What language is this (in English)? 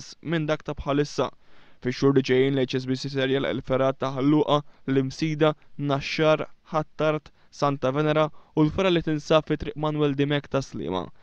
Maltese